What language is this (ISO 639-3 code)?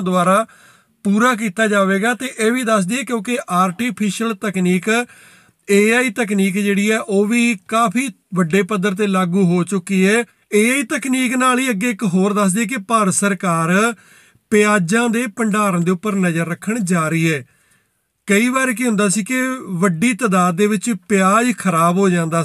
pan